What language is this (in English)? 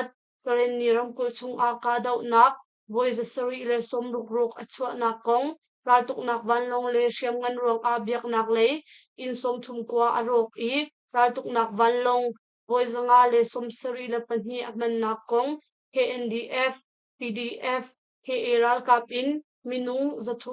Hakha Chin